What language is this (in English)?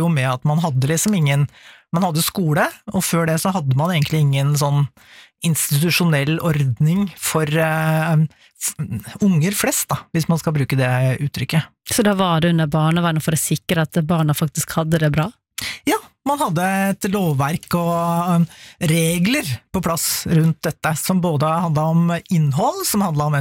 Norwegian